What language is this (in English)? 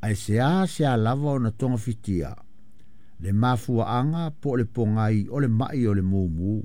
Samoan